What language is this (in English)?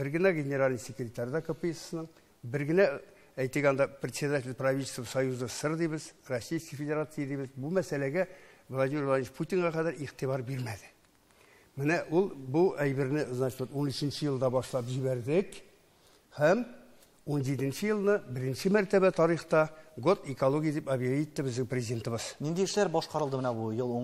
Tatar